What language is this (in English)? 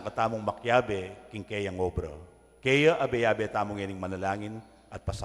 Pampanga